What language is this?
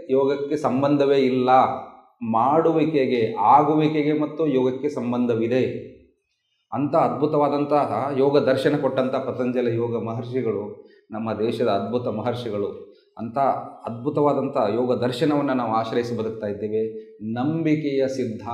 Kannada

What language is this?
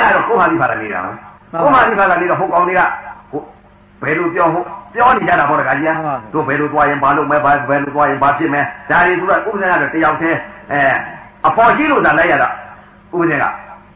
Burmese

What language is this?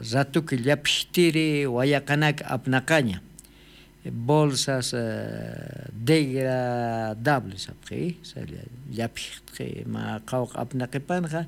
Aymara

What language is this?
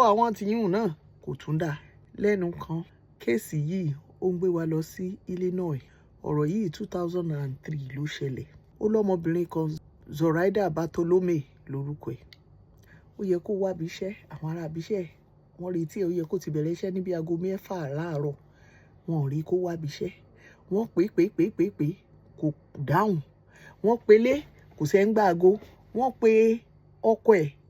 Yoruba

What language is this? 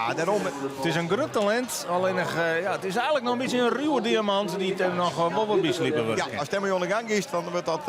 Western Frisian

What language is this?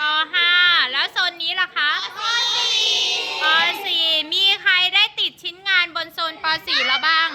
Lao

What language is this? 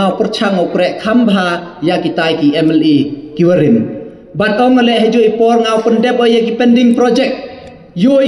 Khasi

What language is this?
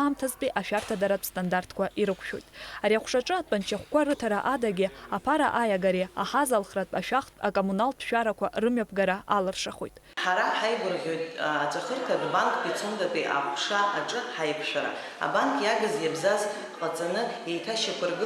Abkhazian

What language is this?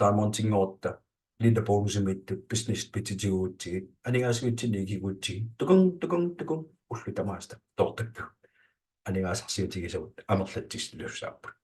Kalaallisut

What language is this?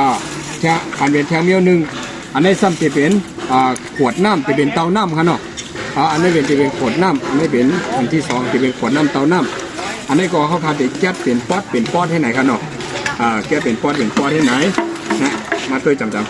Shan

